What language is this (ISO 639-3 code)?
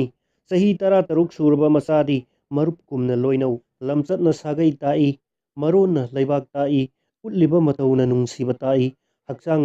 mni